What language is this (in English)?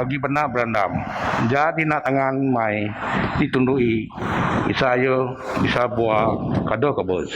Biatah Bidayuh